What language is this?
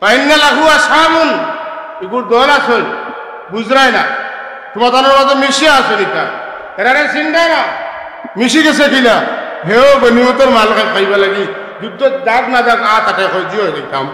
Sylheti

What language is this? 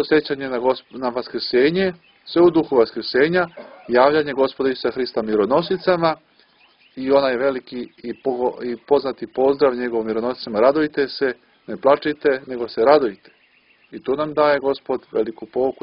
Serbian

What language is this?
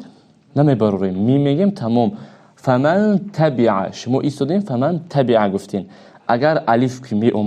Tajik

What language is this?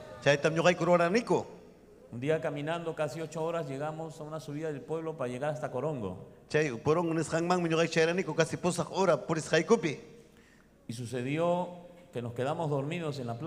Ayacucho Quechua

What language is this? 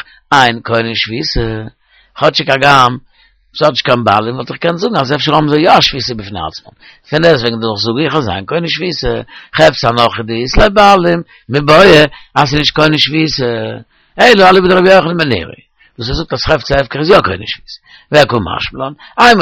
Yiddish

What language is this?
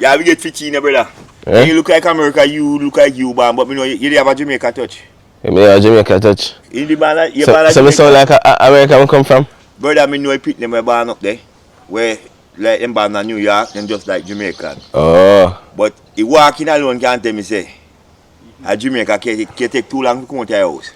Jamaican Creole English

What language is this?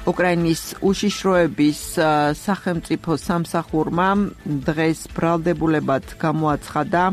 Georgian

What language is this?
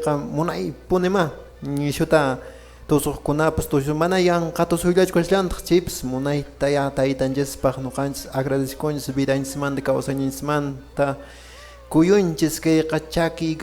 Quechua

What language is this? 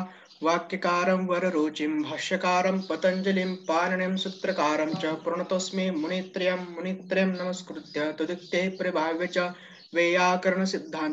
Sanskrit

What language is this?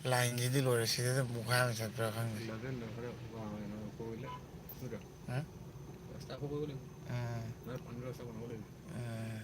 Manipuri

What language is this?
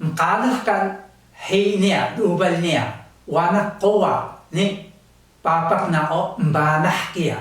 Taroko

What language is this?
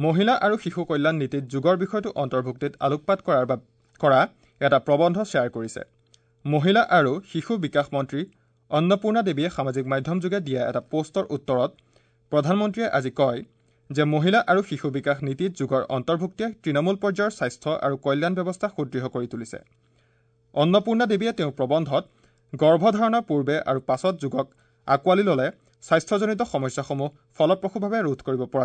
Assamese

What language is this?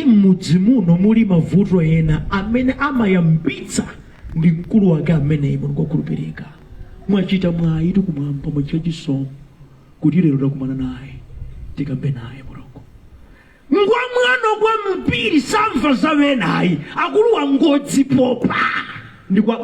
Nyanja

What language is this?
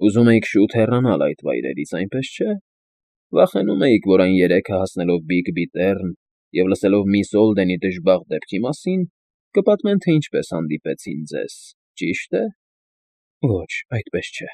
Armenian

